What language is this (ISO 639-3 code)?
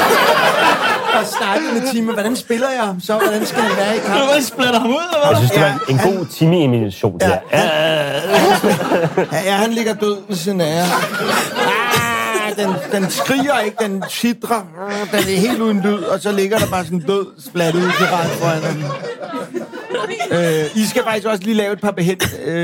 dan